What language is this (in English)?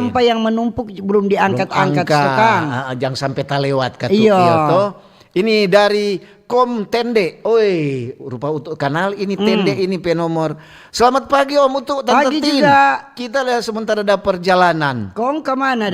Manado Malay